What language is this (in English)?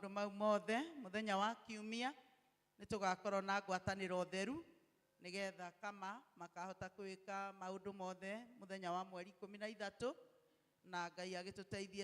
Kikuyu